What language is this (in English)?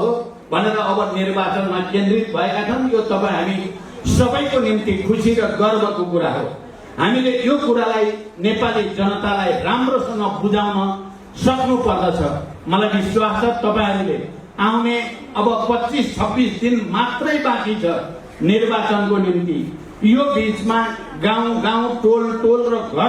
Nepali